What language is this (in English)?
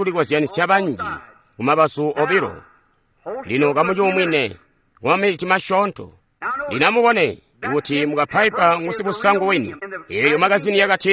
Tonga (Zambia)